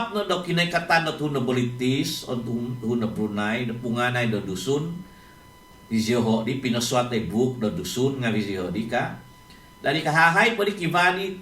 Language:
Central Dusun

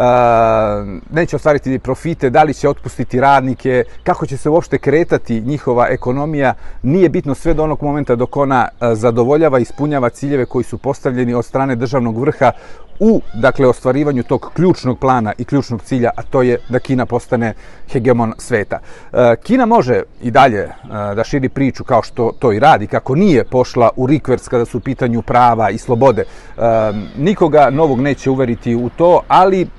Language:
Serbian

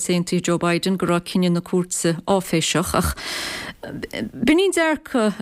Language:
Irish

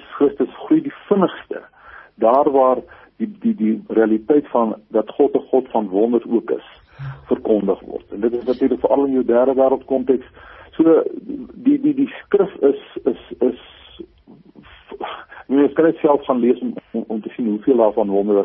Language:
Afrikaans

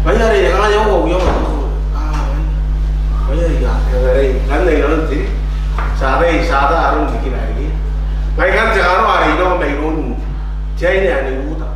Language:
Gilbertese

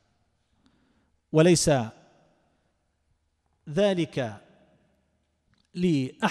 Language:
Arabic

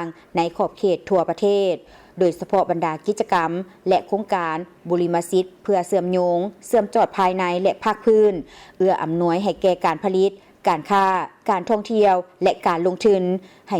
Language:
Lao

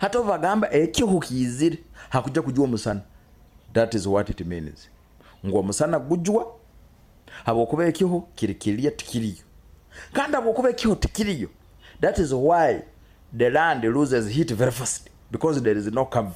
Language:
Nyoro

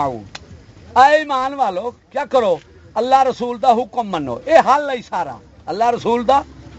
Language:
Saraiki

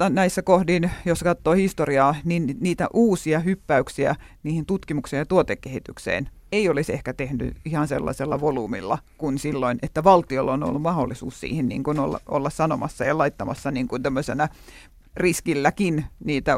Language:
Finnish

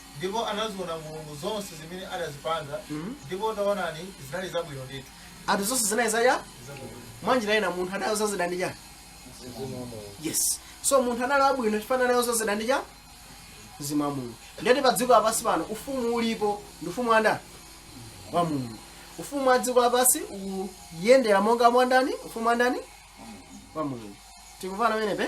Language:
Nyanja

